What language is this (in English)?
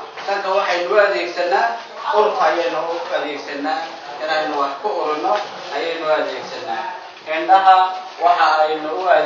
Somali